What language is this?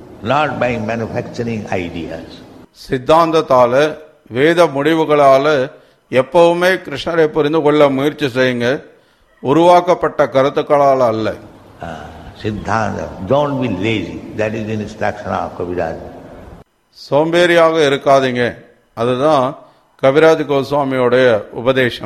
Tamil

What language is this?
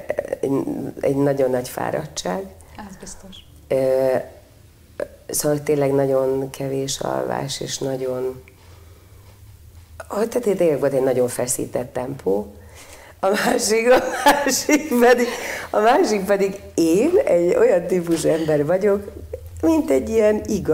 Hungarian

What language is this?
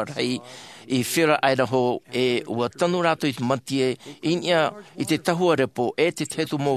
Tahitian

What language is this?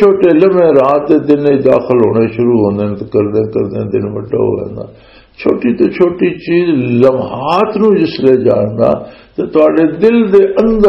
Western Panjabi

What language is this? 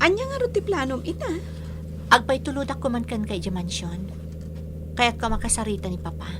Iloko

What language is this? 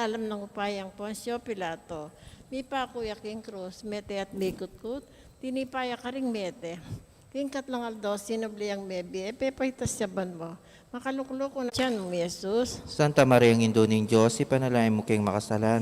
Pampanga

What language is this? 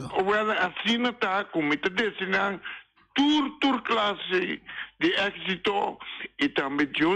Papiamento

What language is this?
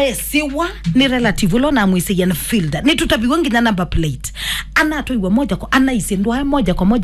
Kamba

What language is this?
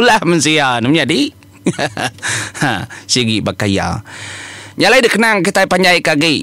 Iban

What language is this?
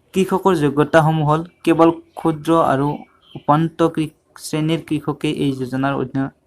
Assamese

